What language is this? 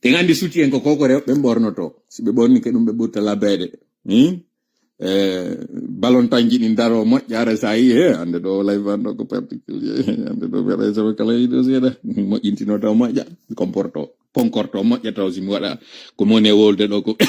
Fula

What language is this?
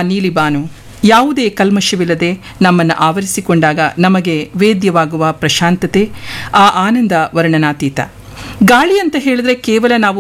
Kannada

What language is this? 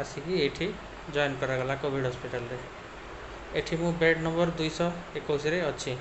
Odia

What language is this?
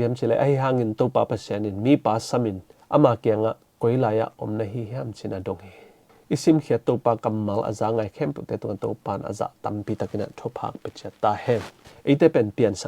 Tedim Chin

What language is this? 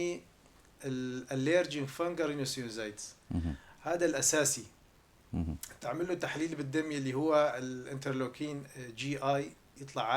North Levantine Arabic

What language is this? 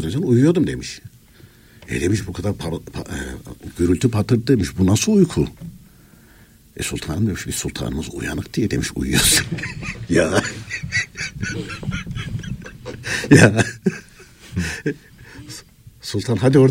Turkish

